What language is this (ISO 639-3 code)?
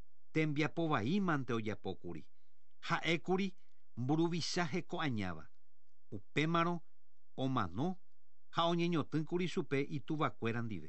grn